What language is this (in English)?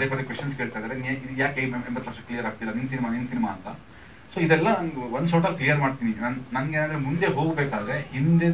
Kannada